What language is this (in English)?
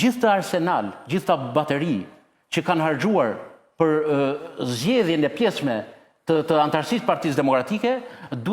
Albanian